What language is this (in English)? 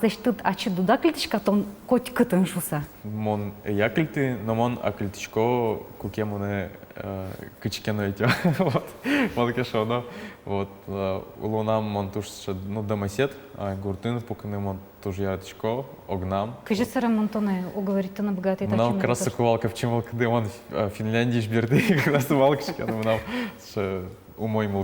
Udmurt